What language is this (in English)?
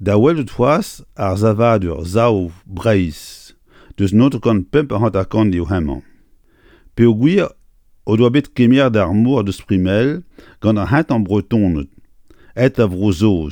Breton